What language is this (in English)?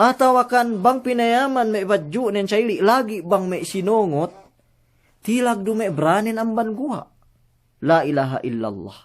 Yakan